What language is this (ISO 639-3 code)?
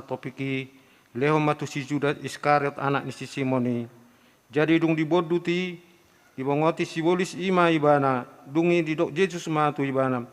bbc